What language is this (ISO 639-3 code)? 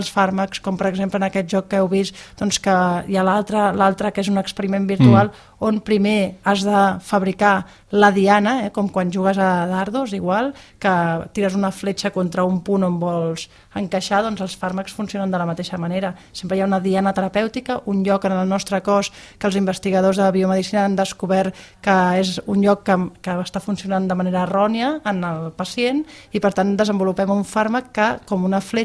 cat